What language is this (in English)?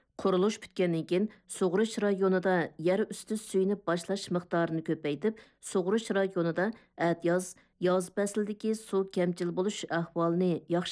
Uyghur